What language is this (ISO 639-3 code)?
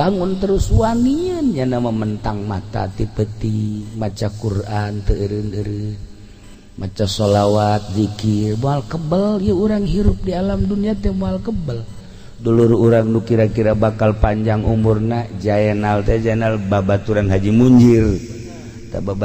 sun